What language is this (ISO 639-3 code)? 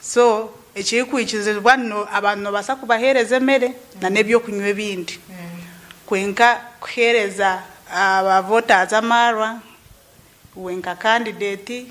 nyn